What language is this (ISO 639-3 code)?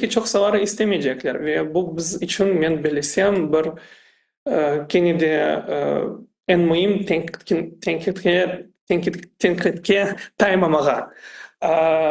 crh